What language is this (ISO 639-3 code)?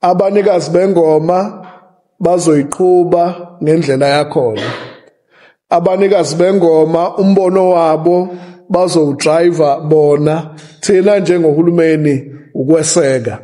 zul